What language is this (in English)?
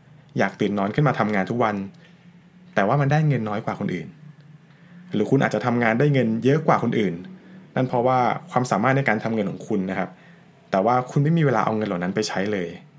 Thai